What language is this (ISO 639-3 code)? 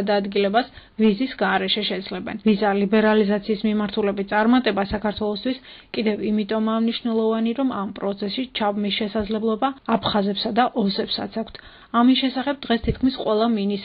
kat